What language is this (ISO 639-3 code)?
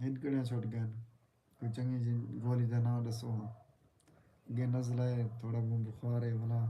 skr